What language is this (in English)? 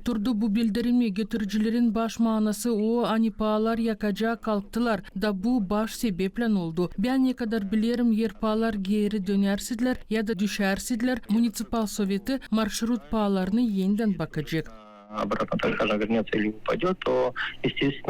Gagauz